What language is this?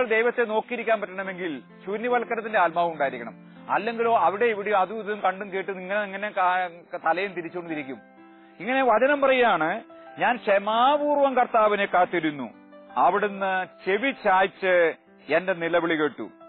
Malayalam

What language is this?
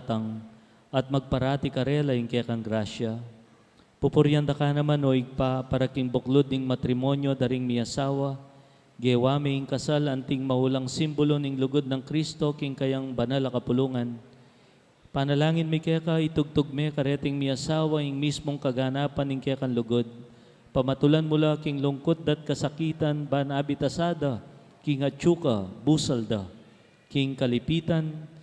Pampanga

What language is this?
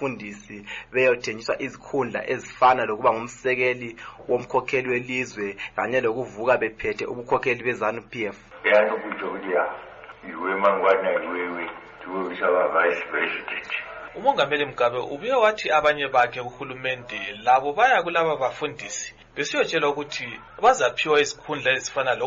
North Ndebele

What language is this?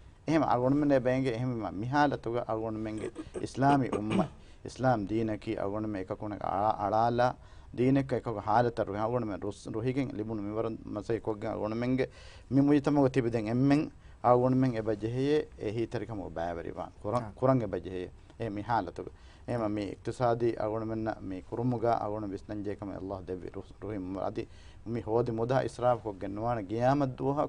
Divehi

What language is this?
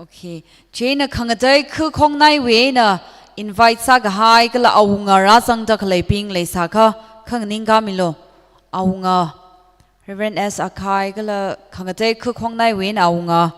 Tangkhul Naga (India)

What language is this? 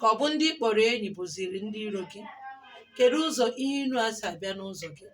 Igbo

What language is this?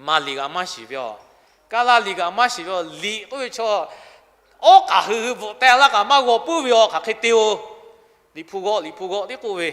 Lahu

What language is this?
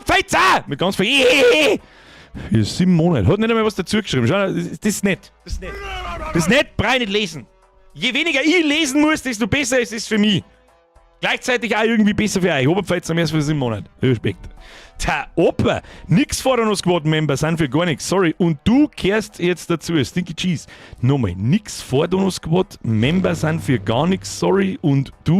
Bavarian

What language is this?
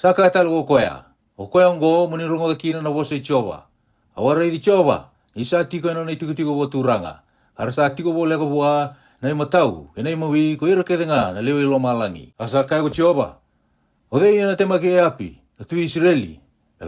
Fijian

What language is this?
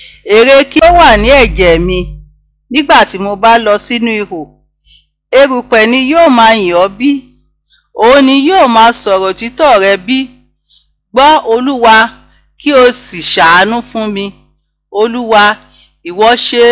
Yoruba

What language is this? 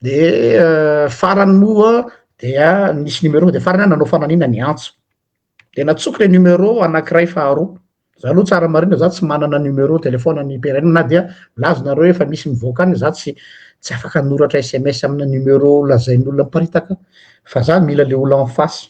Malagasy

